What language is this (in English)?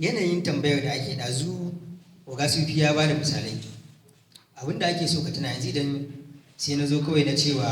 Hausa